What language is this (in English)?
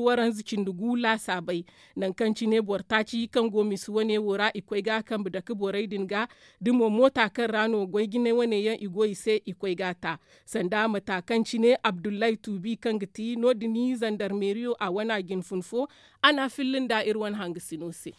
Zarma